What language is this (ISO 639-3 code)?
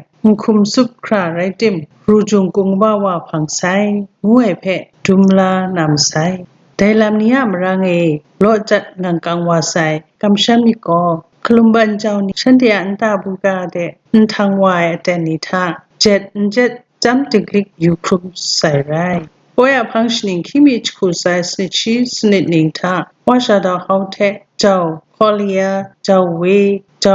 kac